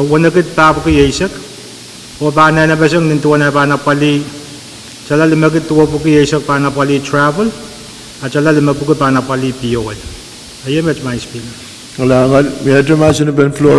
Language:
Pohnpeian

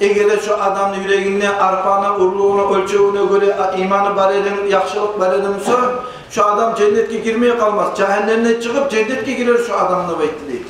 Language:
Kumyk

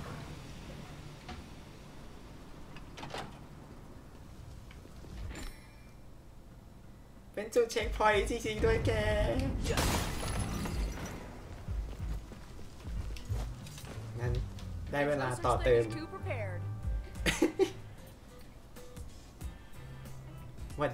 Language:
Thai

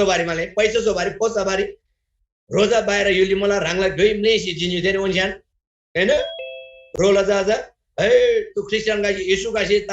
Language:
Eastern Tamang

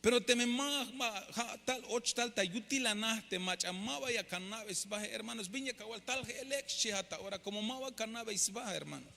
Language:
Tzeltal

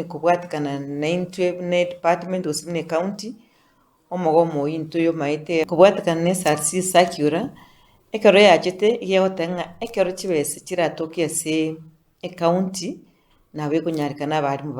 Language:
Gusii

